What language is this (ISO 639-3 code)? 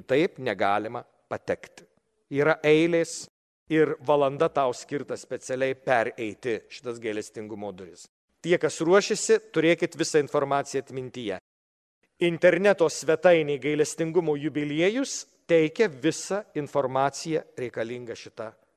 lit